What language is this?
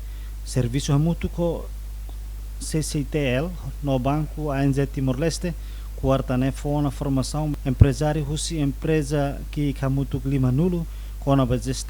Tetum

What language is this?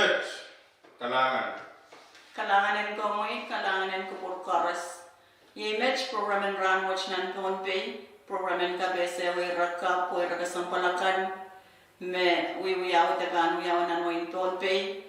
Pohnpeian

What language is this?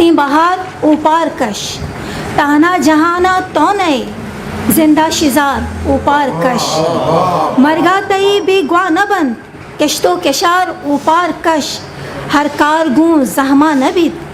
Eastern Balochi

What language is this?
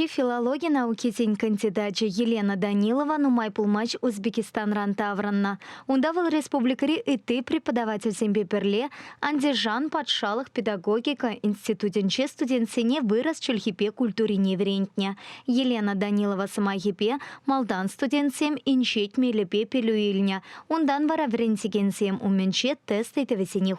Chuvash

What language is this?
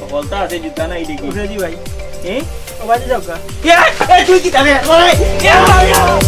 Sylheti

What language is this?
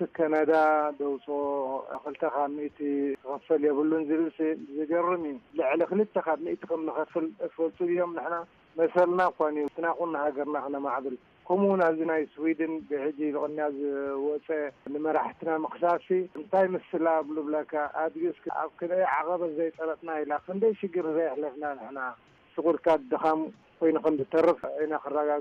Tigrinya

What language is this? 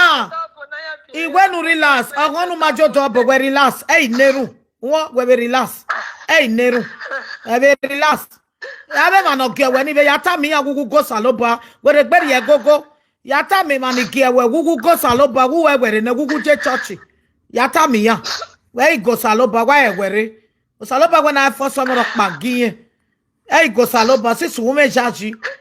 Nigerian Pidgin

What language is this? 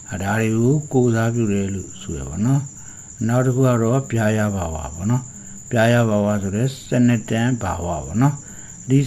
Burmese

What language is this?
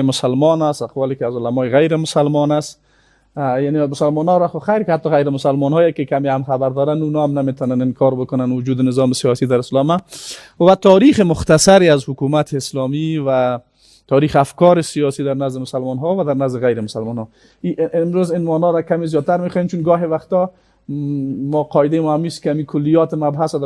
Persian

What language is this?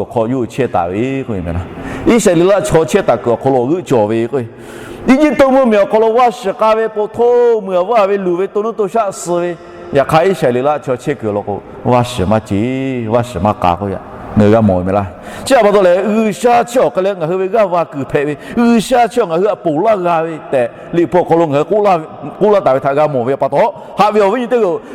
Lahu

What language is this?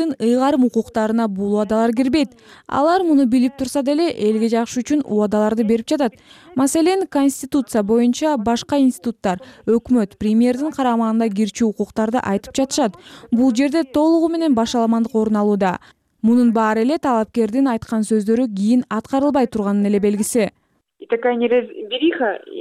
Kyrgyz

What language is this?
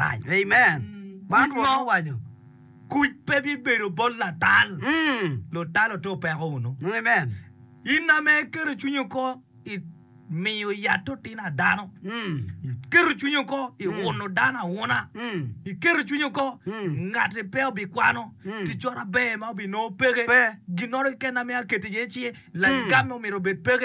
Acoli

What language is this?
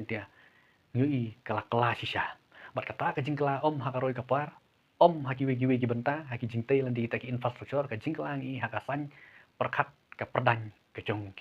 Khasi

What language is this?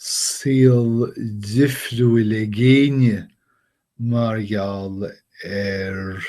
Irish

